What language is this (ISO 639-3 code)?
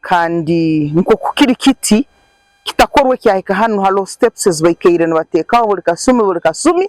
nyn